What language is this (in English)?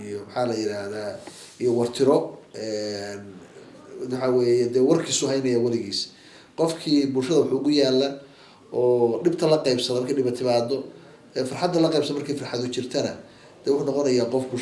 Somali